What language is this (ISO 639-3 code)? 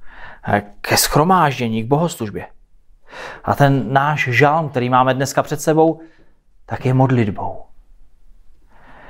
ces